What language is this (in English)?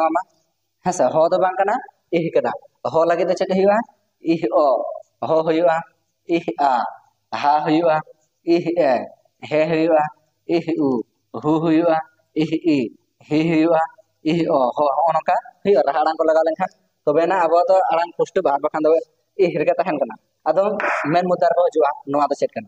Santali